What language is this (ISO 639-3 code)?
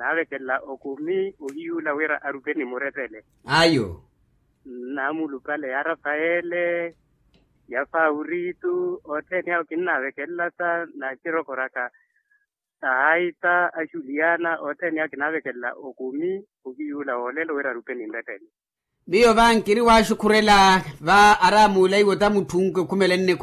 vmw